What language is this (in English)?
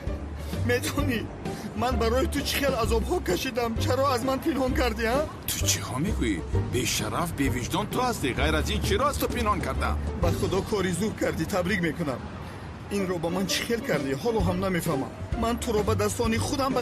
Tajik